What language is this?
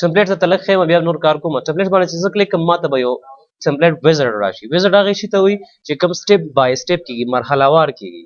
Pashto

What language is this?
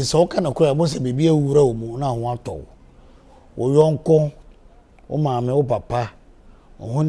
Akan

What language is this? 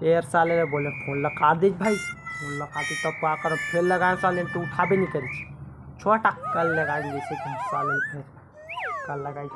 Chhattisgarhi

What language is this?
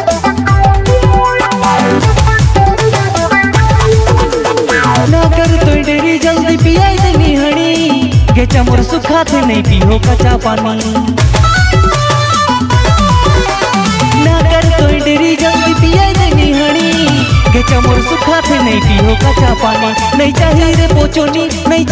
Sadri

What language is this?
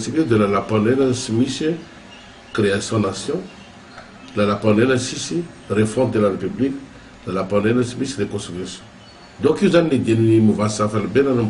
Malagasy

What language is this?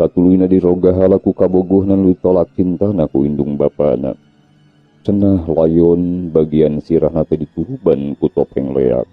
Sundanese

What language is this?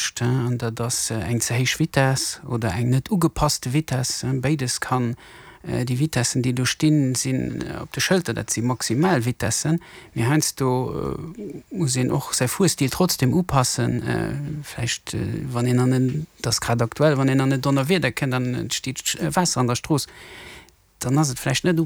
Luxembourgish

